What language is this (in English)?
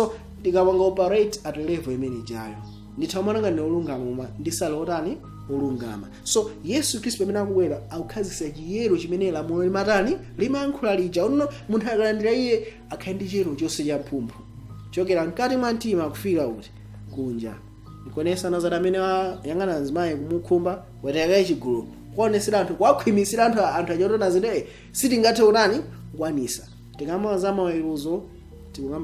Nyanja